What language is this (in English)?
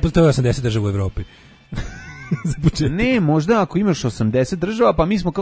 Serbian